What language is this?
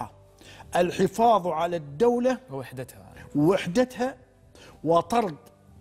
Arabic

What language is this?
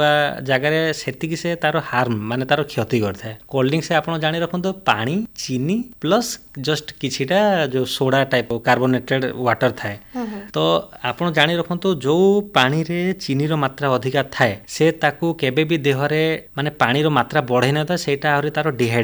Odia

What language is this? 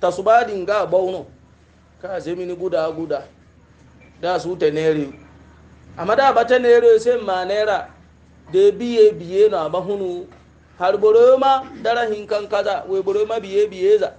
Hausa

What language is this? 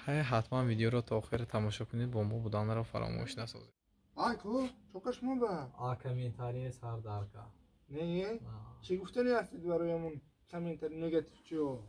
Tajik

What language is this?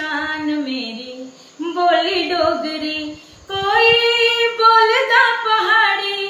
Dogri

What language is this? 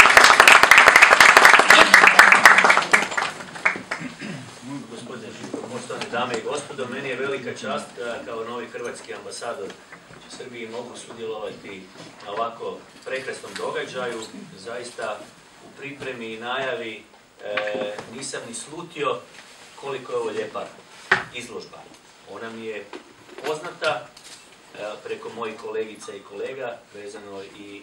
Croatian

